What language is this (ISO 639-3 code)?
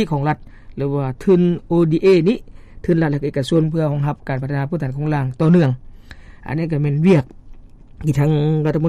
lao